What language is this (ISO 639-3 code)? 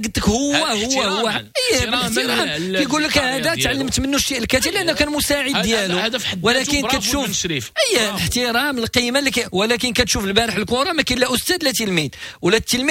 ary